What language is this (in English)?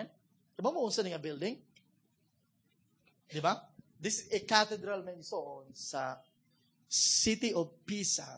Cebuano